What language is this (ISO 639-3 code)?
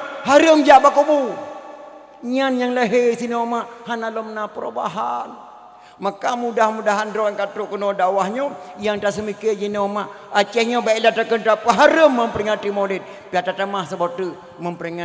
ace